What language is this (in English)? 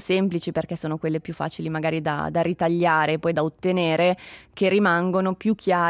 Italian